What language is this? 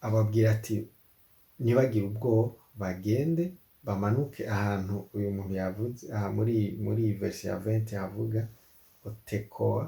Rundi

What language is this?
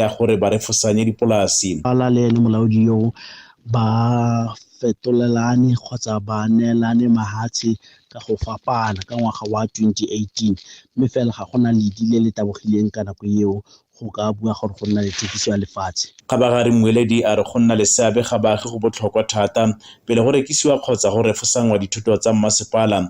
Tswana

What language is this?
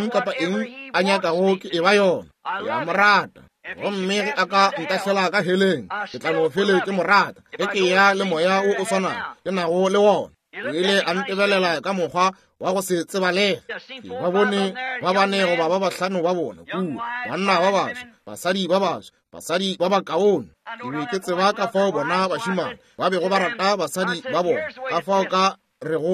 Northern Sotho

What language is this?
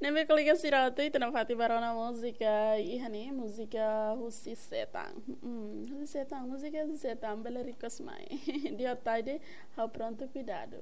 Tetum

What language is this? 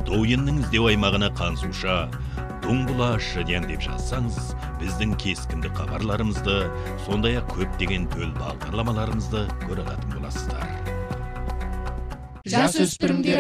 Kazakh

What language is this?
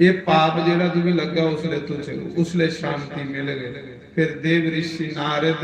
Dogri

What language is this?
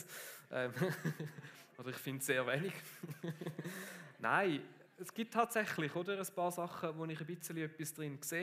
Swiss German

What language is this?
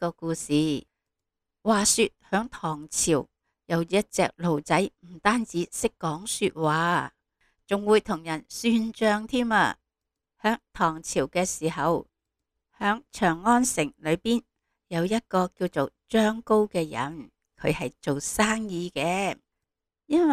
Cantonese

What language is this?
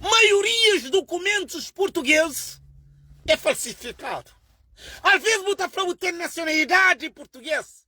Kabuverdianu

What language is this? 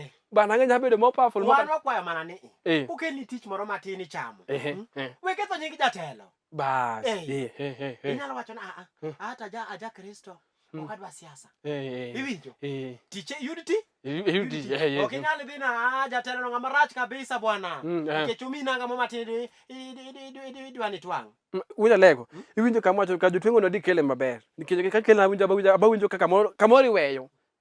Luo (Kenya and Tanzania)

